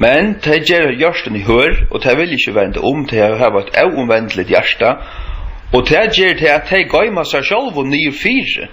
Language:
Faroese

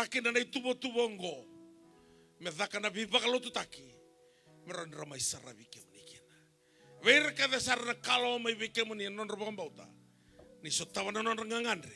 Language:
Fijian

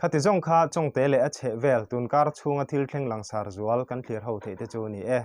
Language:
Mizo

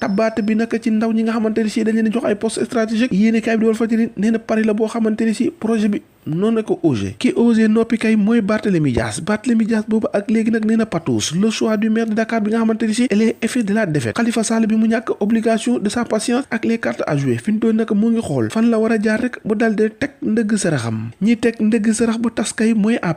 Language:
Wolof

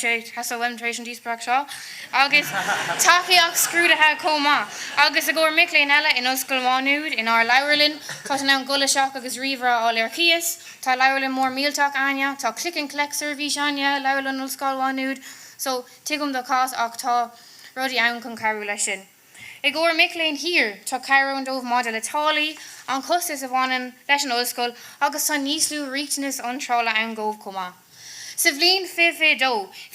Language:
Irish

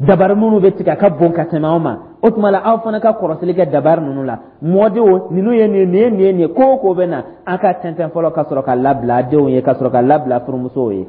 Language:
Dyula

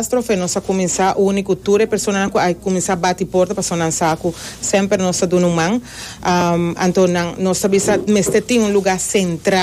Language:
Papiamento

